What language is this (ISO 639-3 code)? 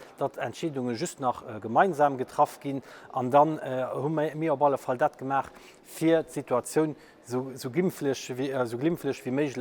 ltz